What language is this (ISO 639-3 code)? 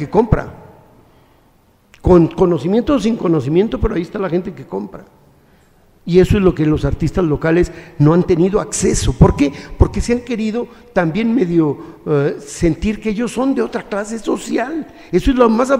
spa